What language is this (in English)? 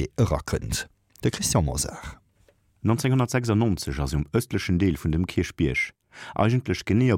Luxembourgish